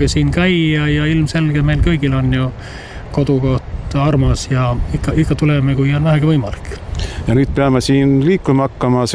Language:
Estonian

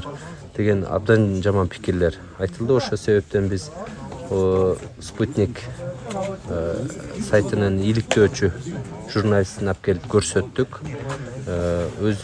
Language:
Kyrgyz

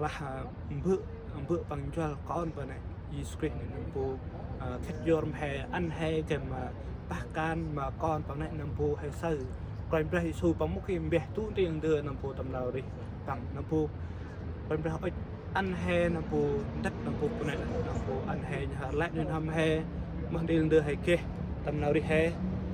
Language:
Central Mnong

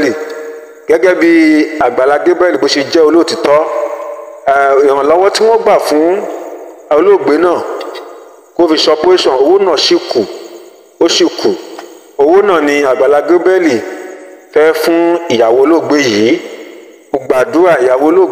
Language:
Yoruba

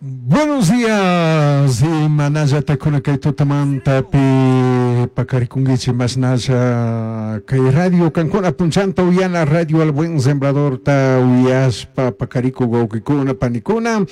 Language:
Chimborazo Highland Quichua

